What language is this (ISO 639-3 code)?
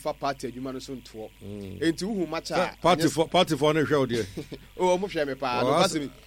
aka